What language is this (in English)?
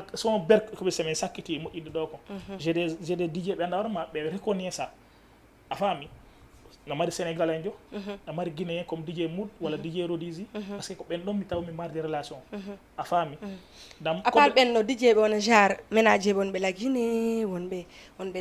Fula